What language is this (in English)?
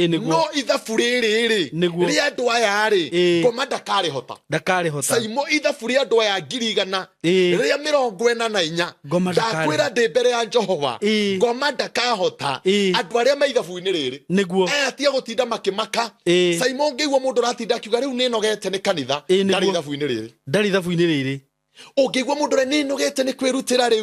Kikuyu